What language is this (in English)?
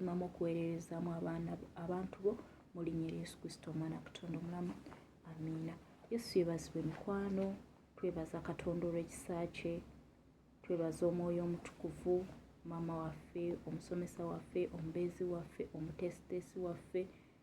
Ganda